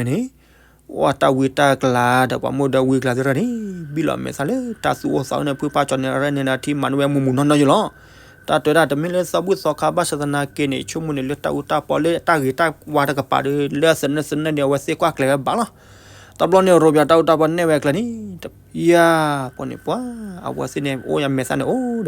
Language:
S'gaw Karen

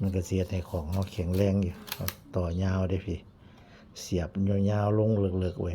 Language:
Northeastern Thai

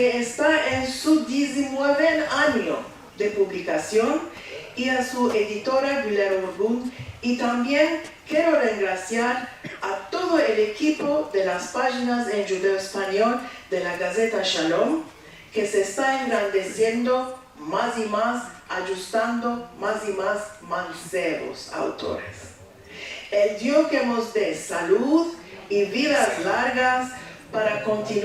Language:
Ladino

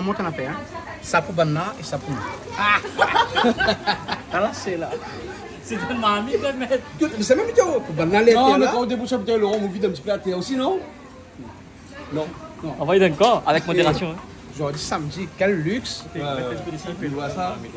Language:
Réunion Creole French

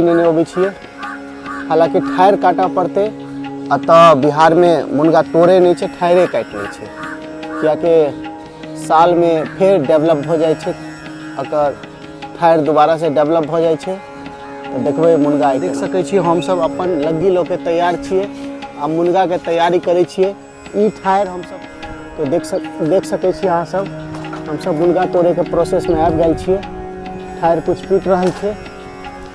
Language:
Maithili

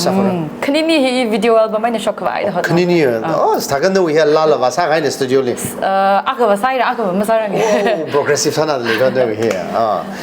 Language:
Tangkhul Naga (India)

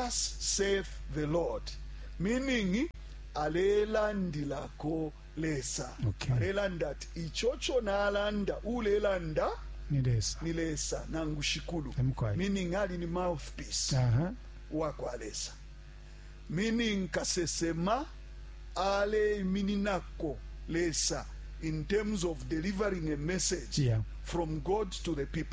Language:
Bemba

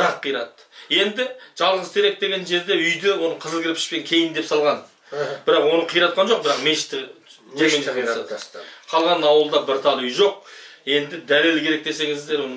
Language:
Kazakh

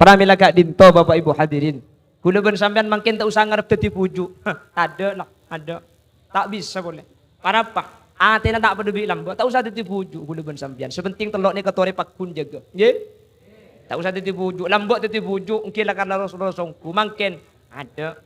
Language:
Madurese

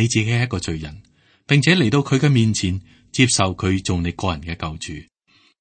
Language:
Cantonese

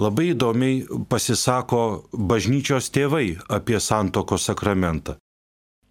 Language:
Lithuanian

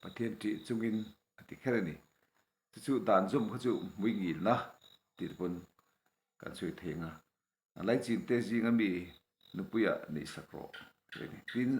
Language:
Mizo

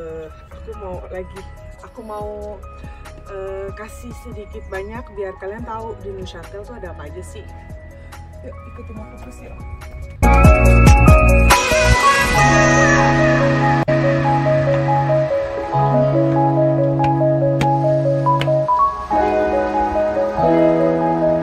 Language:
Indonesian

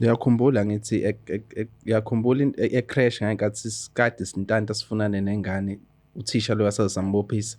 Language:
Zulu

